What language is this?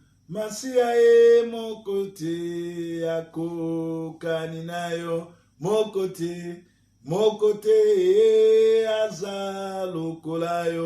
Lingala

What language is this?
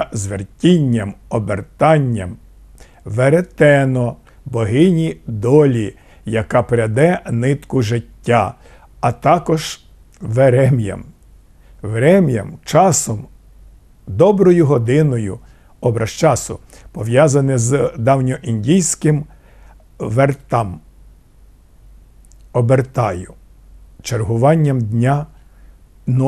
Ukrainian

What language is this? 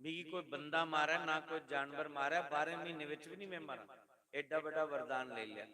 Dogri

